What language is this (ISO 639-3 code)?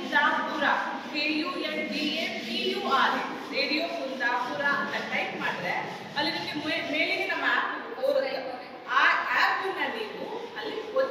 kan